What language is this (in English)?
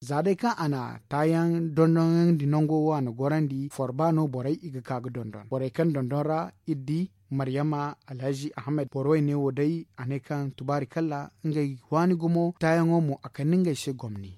Zarma